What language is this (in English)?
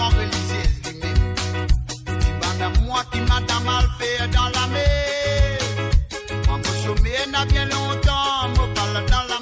Morisyen